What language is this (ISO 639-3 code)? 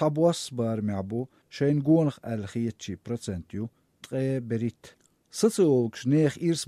che